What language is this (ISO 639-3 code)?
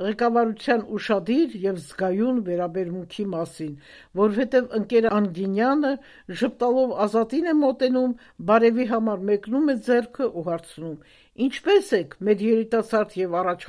hye